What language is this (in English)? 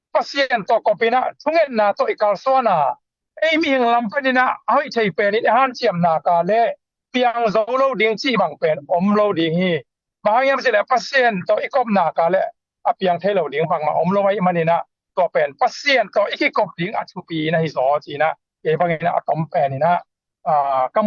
Tedim Chin